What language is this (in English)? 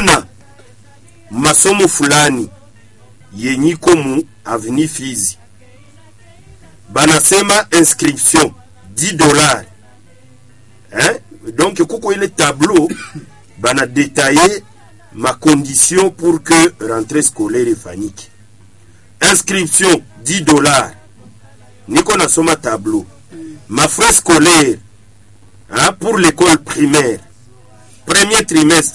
Swahili